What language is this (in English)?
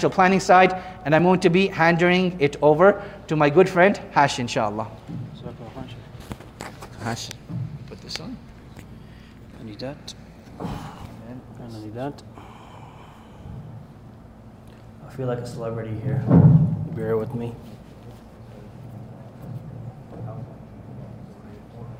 English